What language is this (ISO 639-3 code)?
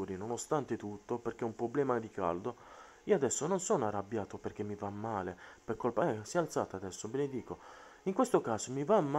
ita